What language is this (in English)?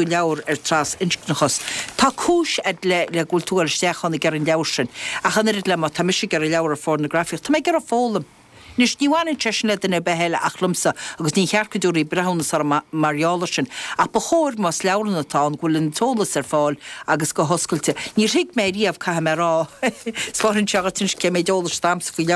Irish